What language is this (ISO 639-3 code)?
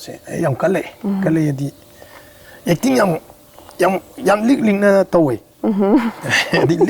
mni